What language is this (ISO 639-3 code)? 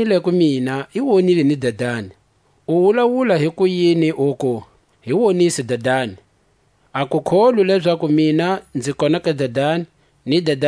tsc